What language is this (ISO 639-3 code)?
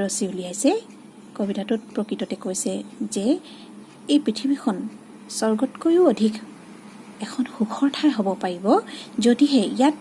asm